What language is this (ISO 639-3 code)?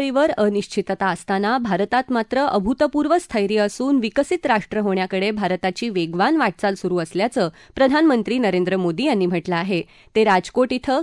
mar